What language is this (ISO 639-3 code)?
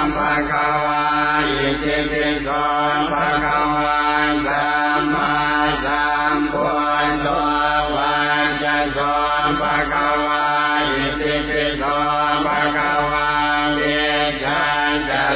pli